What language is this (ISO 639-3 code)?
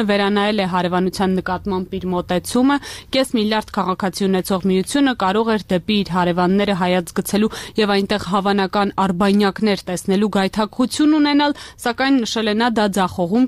hye